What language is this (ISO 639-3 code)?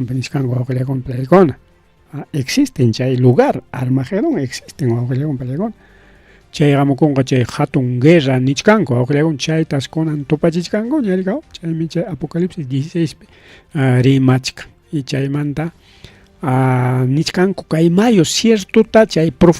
quy